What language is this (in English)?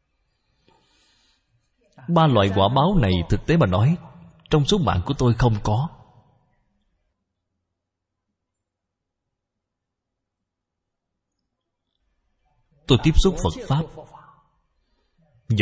Vietnamese